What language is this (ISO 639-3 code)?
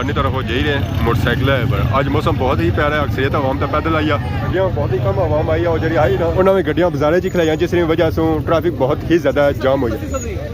phr